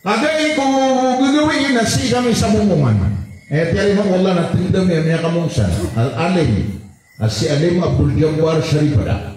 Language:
Maranao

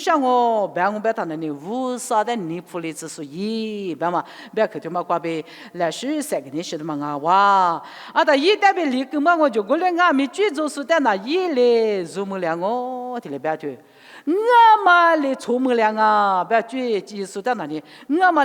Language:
Lisu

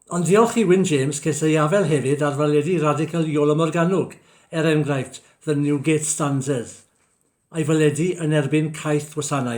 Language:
Welsh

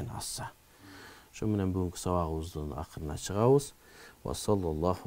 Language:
Kyrgyz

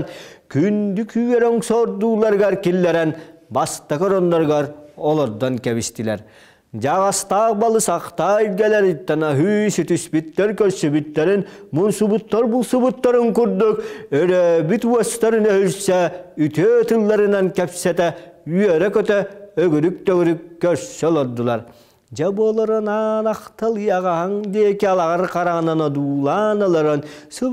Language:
Yakut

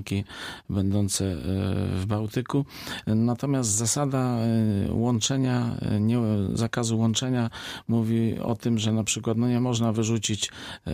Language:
Polish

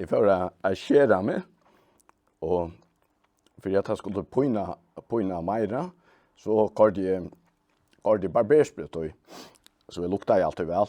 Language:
Faroese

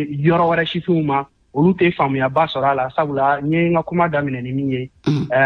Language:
Bambara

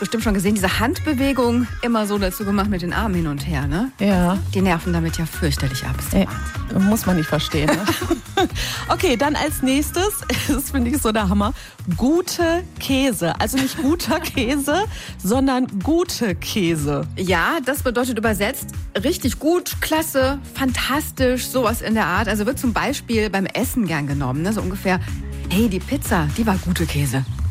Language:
German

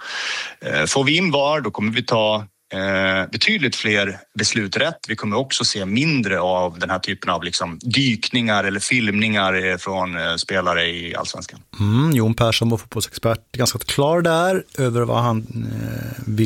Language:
Swedish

